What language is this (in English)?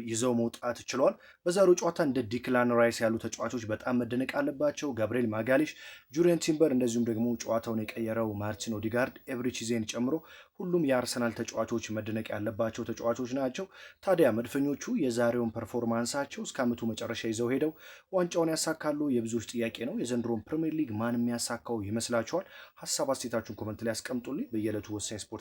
Amharic